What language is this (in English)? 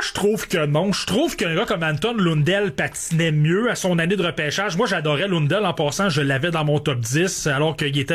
French